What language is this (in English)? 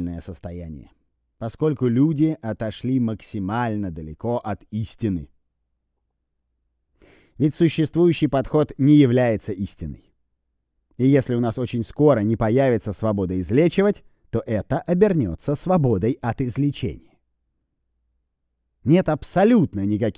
Russian